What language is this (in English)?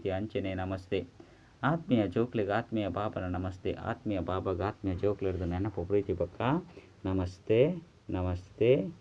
Tulu